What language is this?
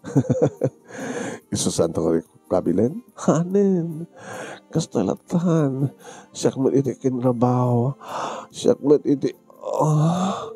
Iloko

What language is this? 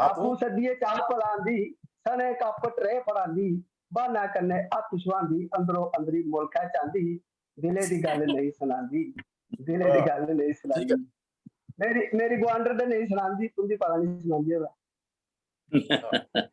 Dogri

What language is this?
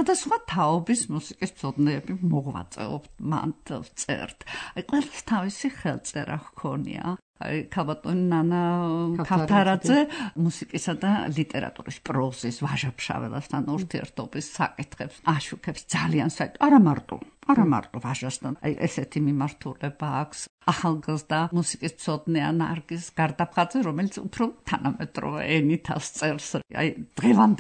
Georgian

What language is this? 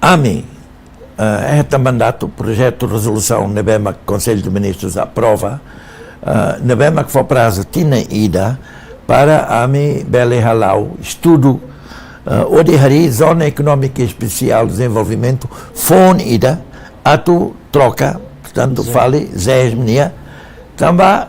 Tetum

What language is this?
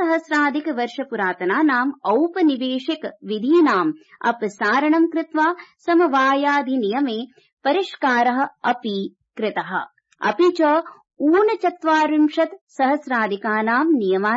Sanskrit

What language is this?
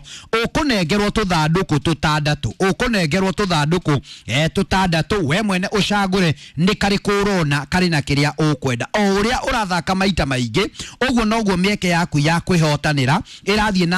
Kikuyu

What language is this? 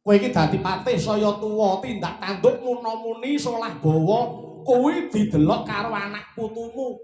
Javanese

